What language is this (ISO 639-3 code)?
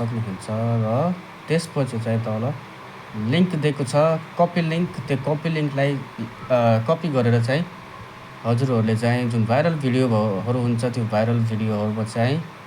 nep